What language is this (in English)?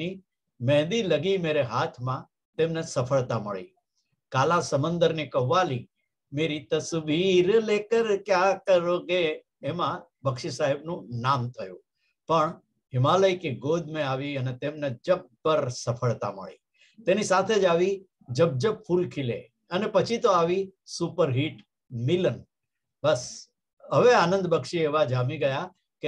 Gujarati